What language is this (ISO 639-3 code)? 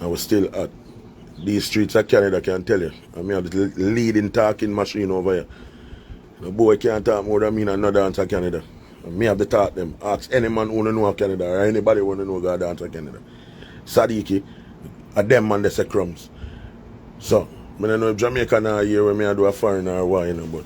jam